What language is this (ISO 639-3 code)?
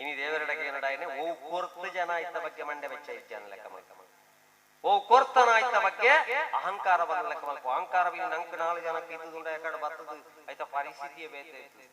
tcy